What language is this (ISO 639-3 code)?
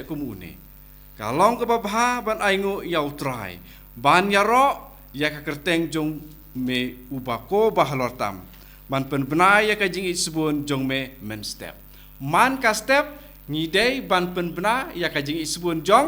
kha